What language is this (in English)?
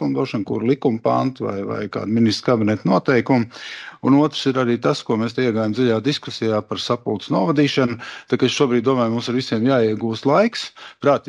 Latvian